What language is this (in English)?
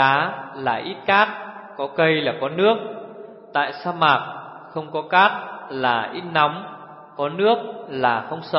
Vietnamese